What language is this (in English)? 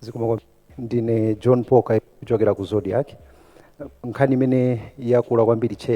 Nyanja